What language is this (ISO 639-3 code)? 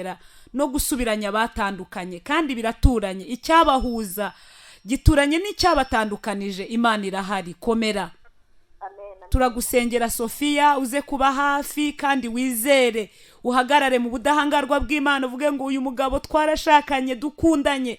kin